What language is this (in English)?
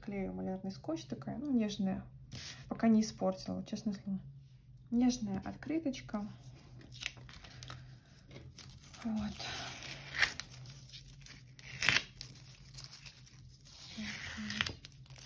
Russian